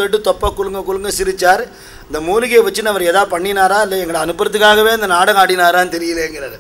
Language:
Tamil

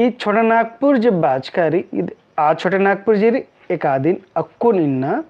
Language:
Kurukh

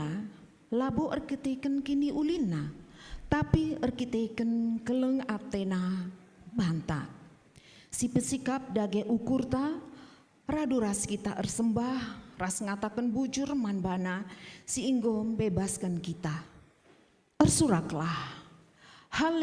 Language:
Batak Karo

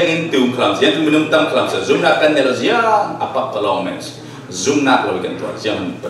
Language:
Falam Chin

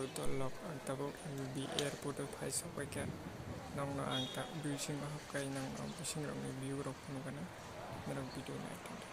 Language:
Kok Borok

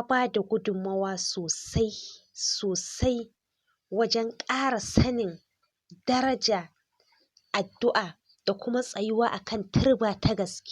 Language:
Hausa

